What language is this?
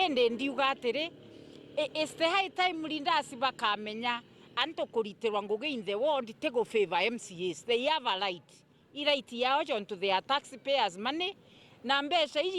Meru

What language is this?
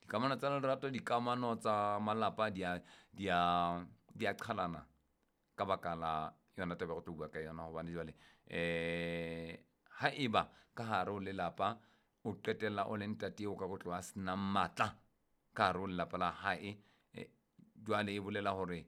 Southern Sotho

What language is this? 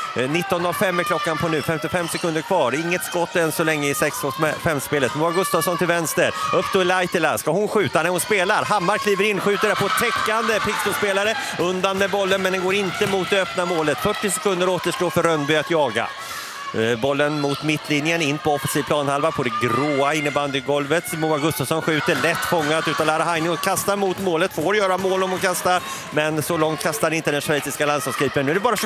Swedish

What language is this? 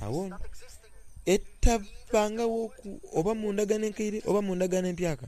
Soga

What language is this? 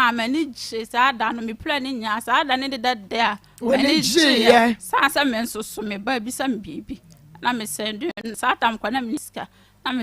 Akan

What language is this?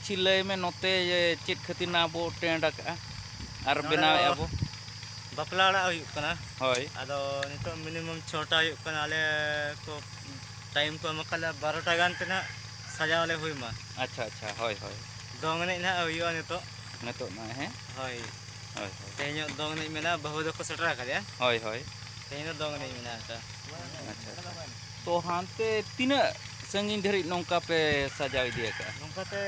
Santali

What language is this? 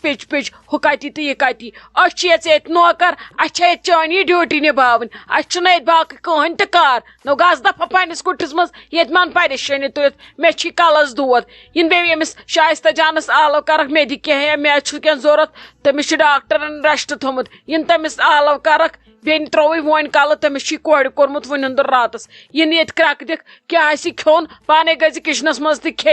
Kashmiri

